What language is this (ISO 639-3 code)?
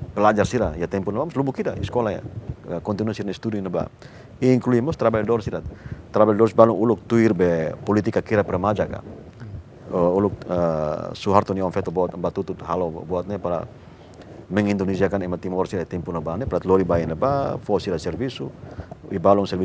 tet